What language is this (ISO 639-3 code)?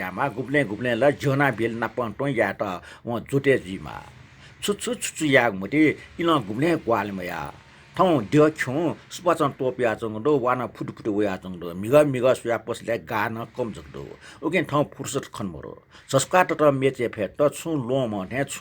new